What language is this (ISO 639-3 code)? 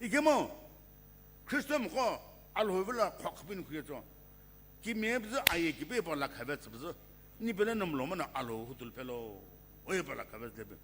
nsm